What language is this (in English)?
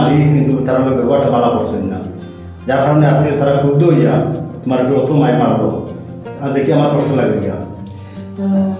Sylheti